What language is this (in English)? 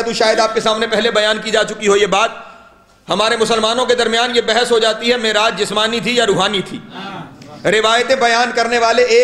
Urdu